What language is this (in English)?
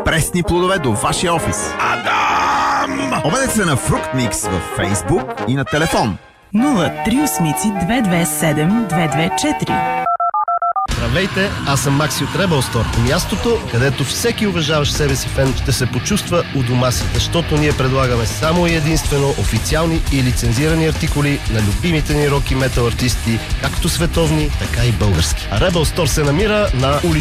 Bulgarian